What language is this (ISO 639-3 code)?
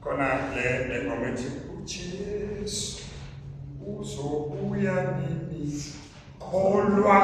zul